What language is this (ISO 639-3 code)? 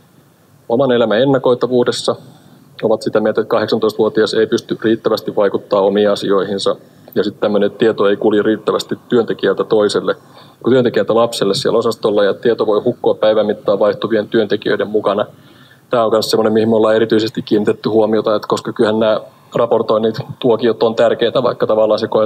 fin